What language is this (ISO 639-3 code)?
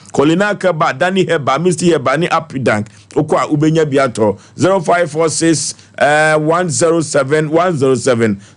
aka